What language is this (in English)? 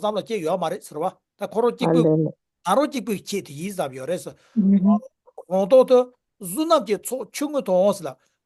Tibetan